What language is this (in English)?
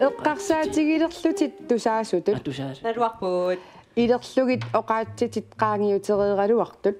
Kalaallisut